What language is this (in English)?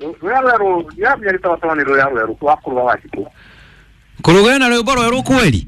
Kikuyu